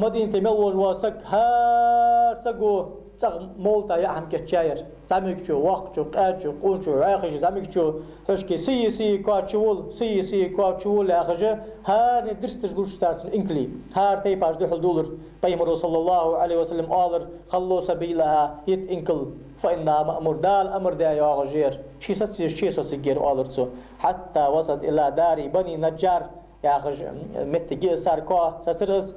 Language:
Ingush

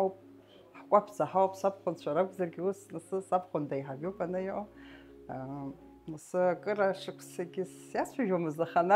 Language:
Abkhazian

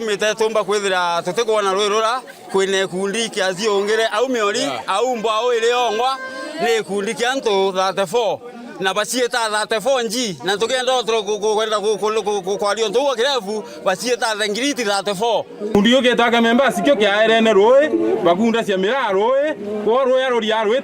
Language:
Meru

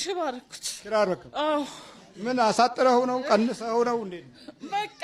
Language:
Amharic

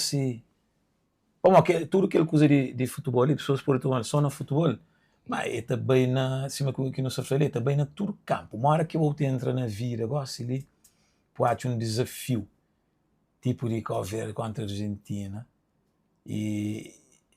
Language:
Kabuverdianu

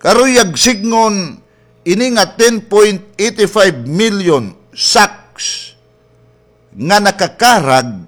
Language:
Waray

